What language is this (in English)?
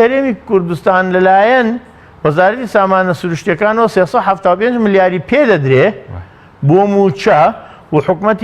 Central Kurdish